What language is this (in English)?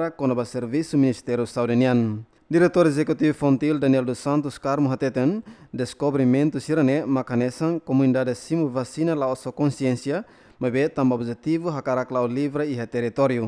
Tetum